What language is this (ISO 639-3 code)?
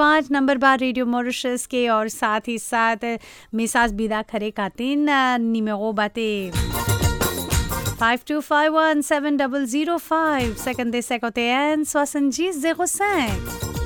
bho